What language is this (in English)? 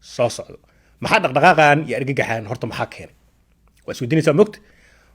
Somali